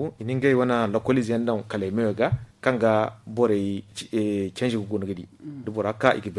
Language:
Zarma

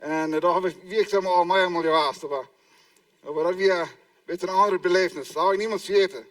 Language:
Plautdietsch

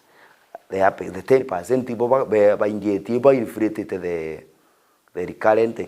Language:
Meru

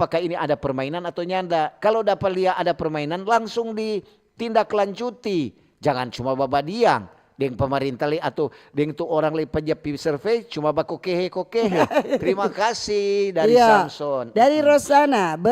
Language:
Manado Malay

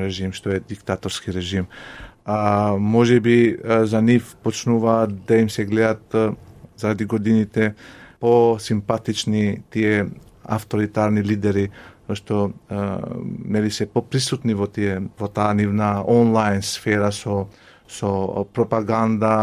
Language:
Macedonian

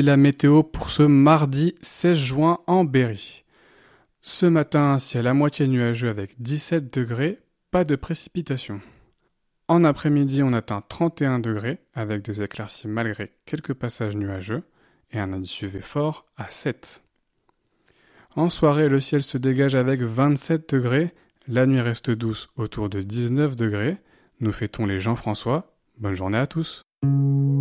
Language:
French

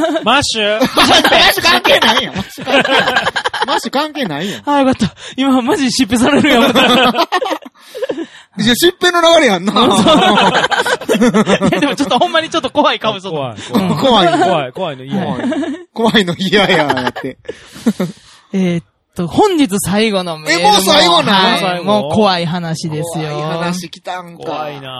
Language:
Japanese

